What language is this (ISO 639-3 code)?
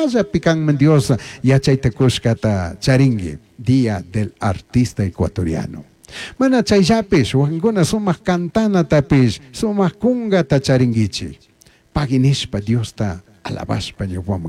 qug